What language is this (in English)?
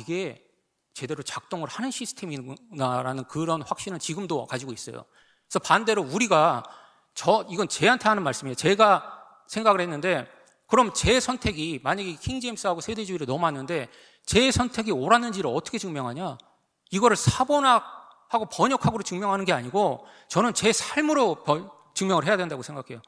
Korean